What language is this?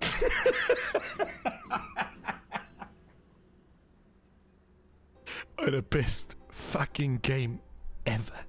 Bavarian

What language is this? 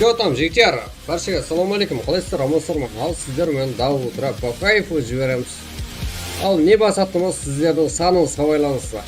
Kara-Kalpak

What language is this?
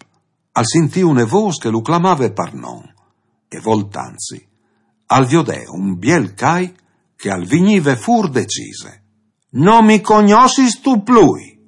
Friulian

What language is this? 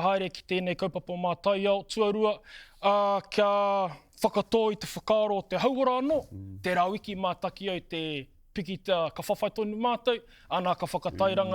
Māori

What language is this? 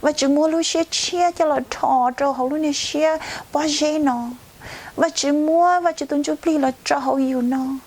Hmong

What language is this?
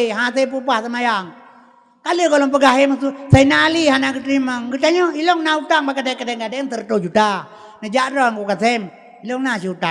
Achinese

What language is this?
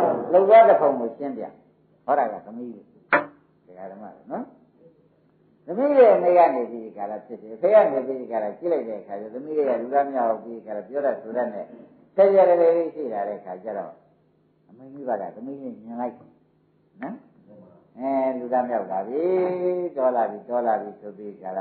Burmese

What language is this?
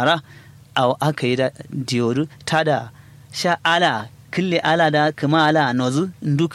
Kanuri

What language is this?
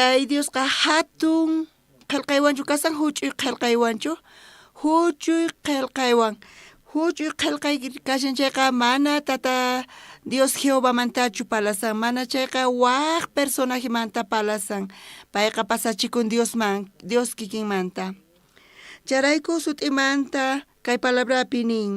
South Bolivian Quechua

